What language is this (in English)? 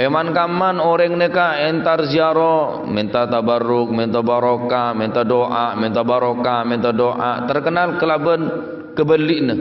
Madurese